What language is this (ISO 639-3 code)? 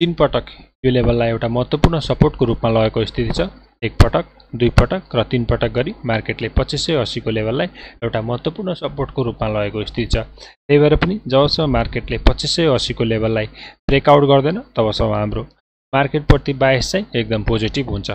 nep